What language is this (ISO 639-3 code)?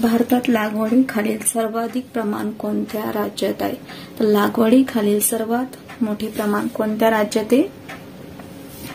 mar